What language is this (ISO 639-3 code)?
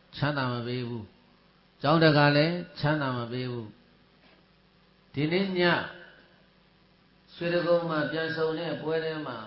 mya